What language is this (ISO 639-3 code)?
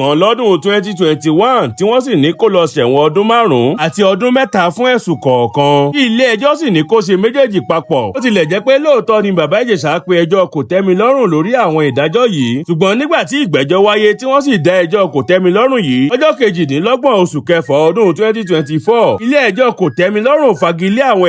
yor